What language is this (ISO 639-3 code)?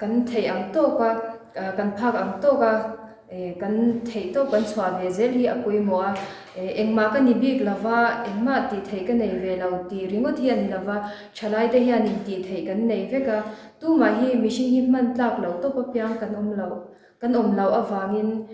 lus